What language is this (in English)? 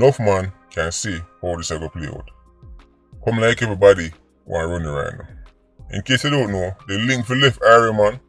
Jamaican Creole English